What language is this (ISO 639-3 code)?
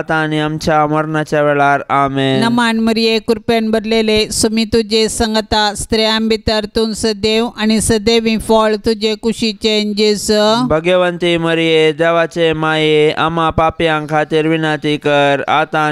kok